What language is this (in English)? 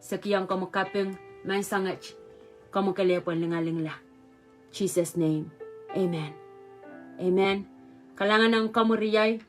Pohnpeian